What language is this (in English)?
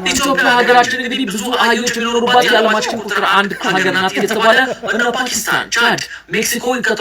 Amharic